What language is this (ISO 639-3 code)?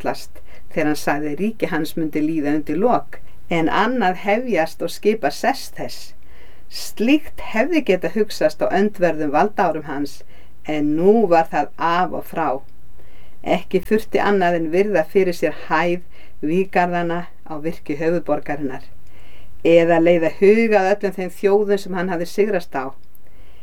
isl